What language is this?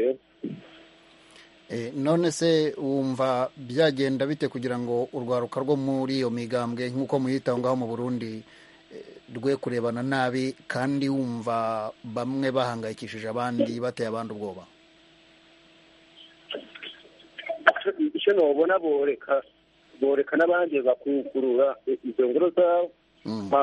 Kinyarwanda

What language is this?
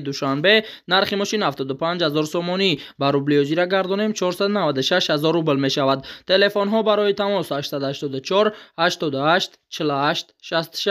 Tajik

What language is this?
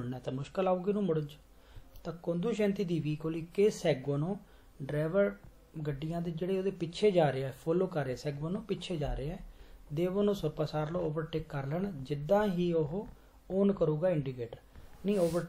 Punjabi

